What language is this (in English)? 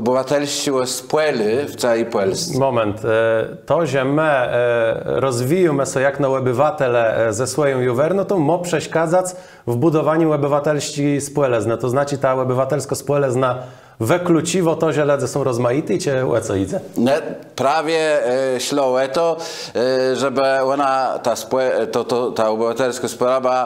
Kashubian